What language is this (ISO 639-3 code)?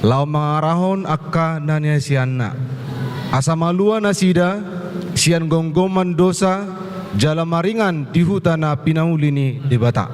bbc